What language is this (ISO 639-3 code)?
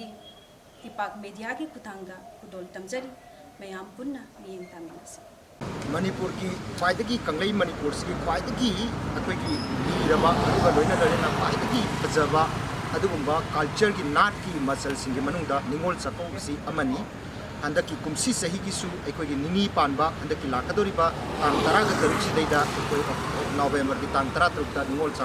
mni